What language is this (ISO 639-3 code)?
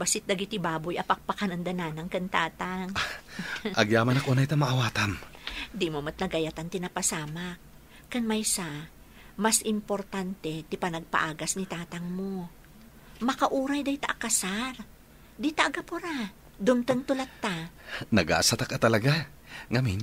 ilo